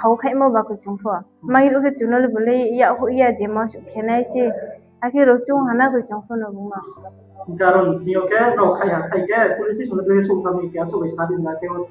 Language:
Riang (India)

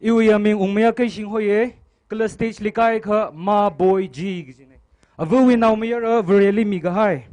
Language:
Tangkhul Naga (India)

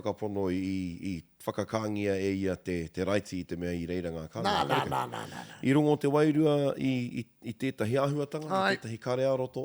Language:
Māori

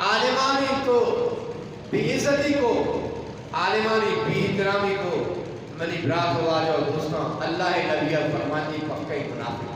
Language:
Eastern Balochi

